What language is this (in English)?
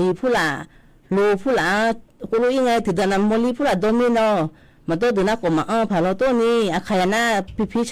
Akha